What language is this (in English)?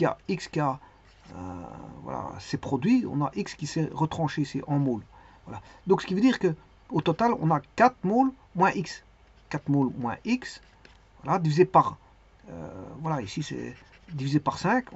French